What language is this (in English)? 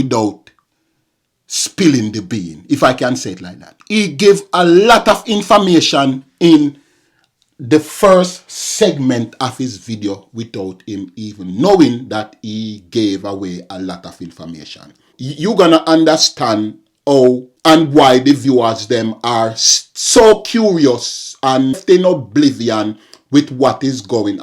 Jamaican Creole English